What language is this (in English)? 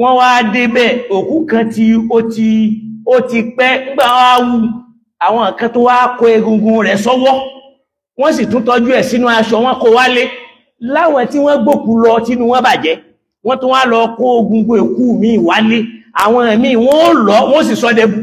Yoruba